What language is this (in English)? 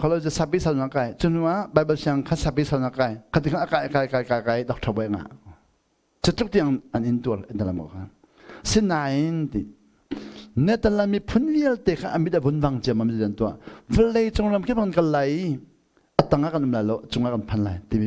Hakha Chin